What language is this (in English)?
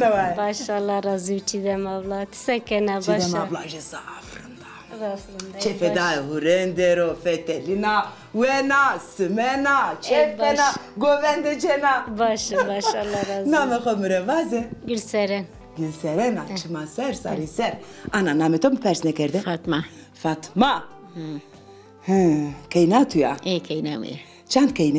Zaza